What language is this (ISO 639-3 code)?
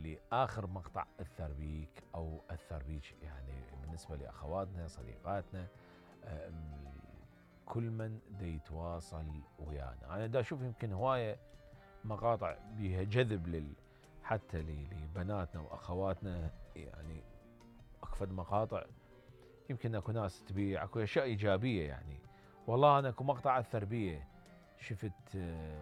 acm